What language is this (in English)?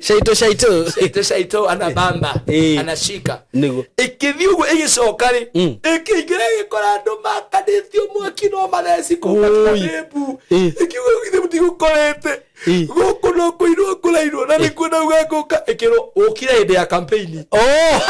Kikuyu